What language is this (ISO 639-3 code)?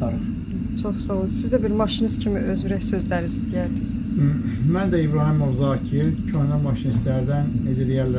aze